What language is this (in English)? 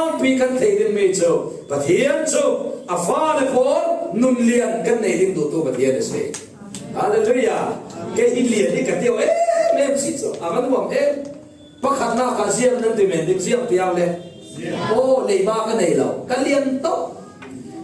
Falam Chin